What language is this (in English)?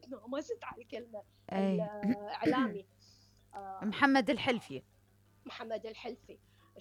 Mesopotamian Arabic